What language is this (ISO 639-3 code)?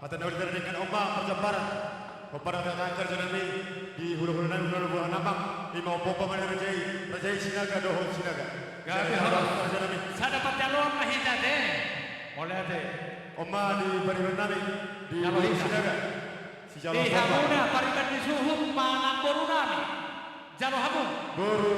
bbc